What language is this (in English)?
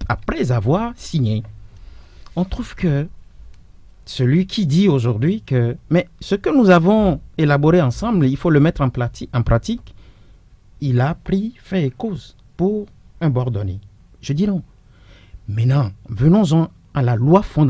French